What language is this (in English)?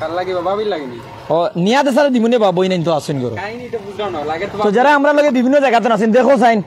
Sylheti